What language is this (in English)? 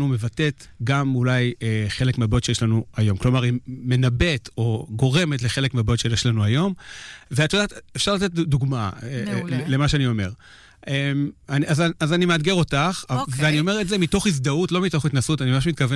Hebrew